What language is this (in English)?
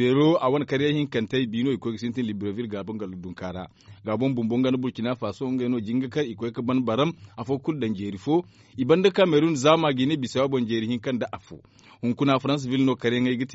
Zarma